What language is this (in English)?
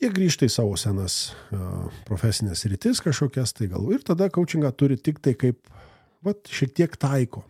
Lithuanian